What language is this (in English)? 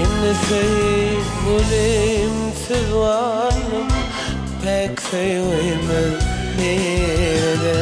Turkmen